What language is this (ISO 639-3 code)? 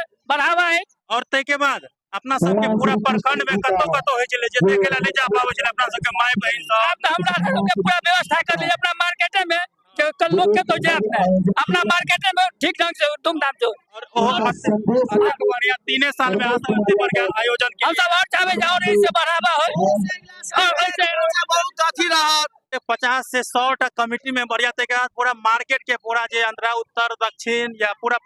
mai